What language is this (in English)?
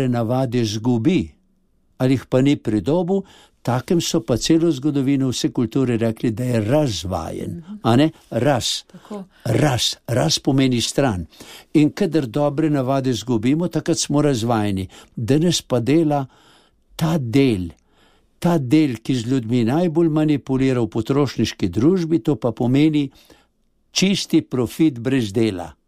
Slovenian